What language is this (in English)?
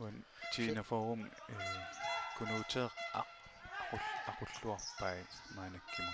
Kalaallisut